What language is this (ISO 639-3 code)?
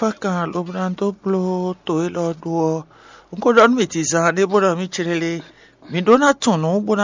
fon